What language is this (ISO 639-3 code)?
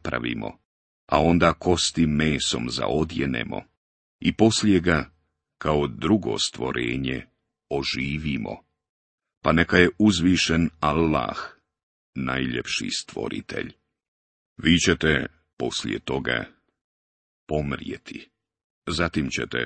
bos